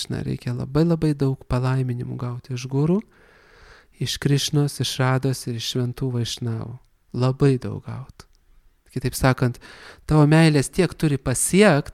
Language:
Lithuanian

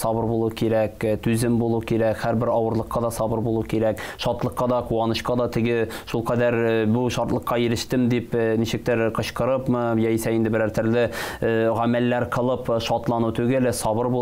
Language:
Tatar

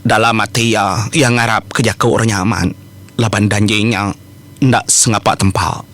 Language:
Iban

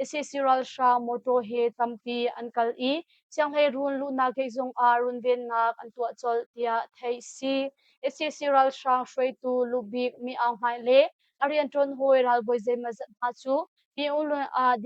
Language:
Hakha Chin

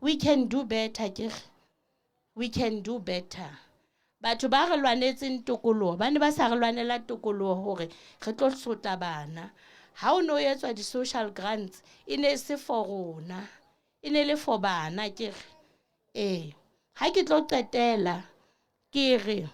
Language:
Southern Sotho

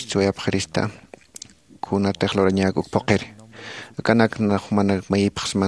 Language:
Aymara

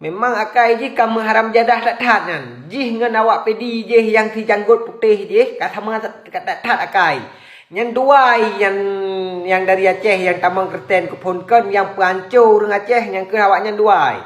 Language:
Achinese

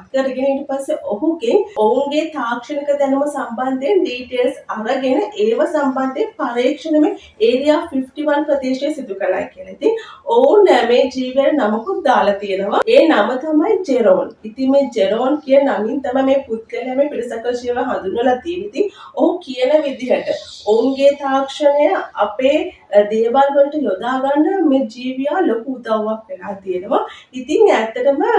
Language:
Sinhala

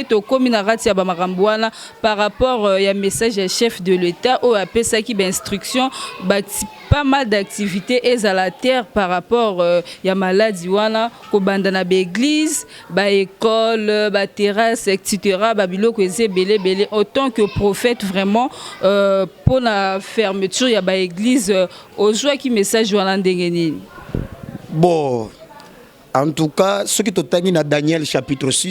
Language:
Lingala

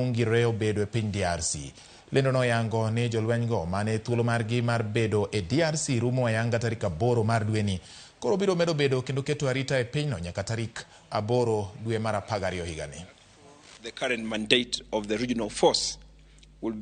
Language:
Luo (Kenya and Tanzania)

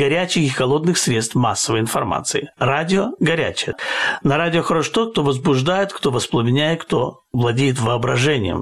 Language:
Russian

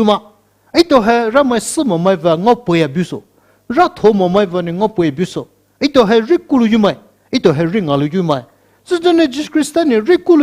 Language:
Poumei Naga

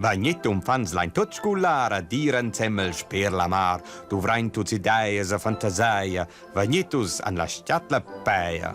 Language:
Romansh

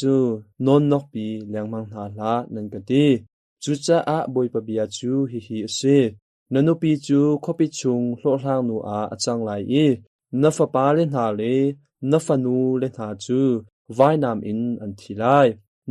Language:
Hakha Chin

